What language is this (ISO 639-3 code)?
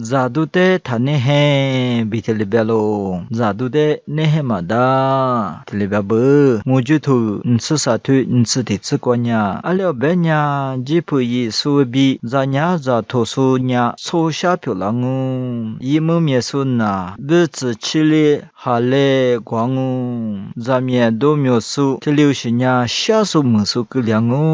lis